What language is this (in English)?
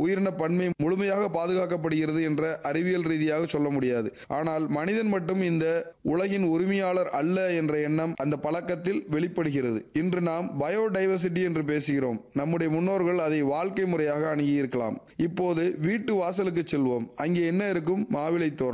Tamil